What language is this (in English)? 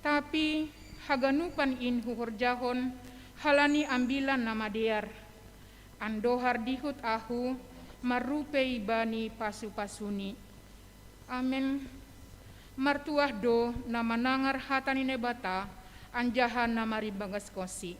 Batak Simalungun